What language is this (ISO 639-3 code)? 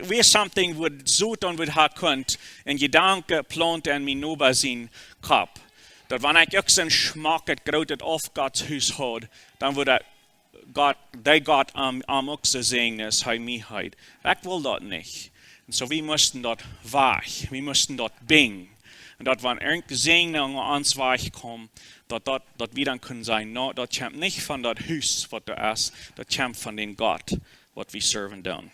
pdt